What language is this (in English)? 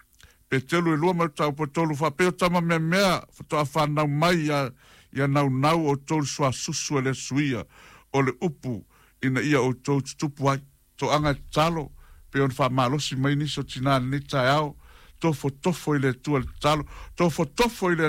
Samoan